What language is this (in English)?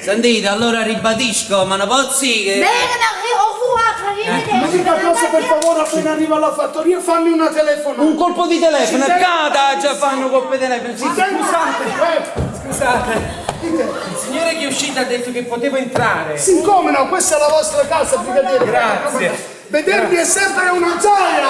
Neapolitan